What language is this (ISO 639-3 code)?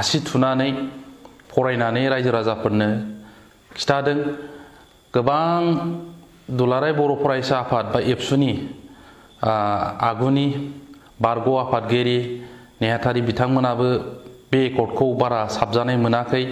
brx